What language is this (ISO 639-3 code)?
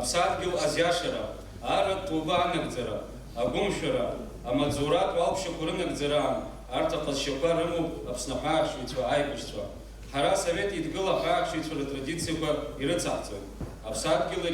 abk